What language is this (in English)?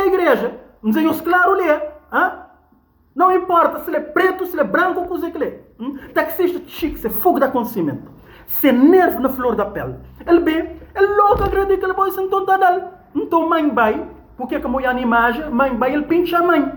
Kabuverdianu